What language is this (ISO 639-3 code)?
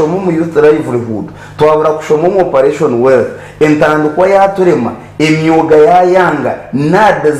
nyn